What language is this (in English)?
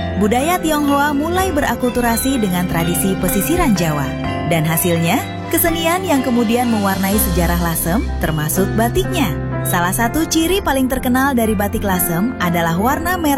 Indonesian